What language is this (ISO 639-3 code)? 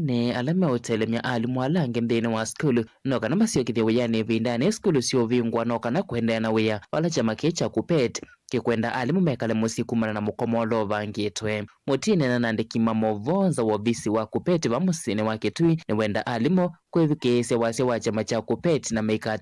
kam